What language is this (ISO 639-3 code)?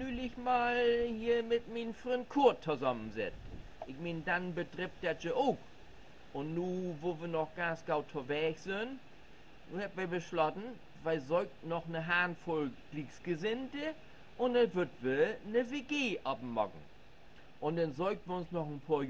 nds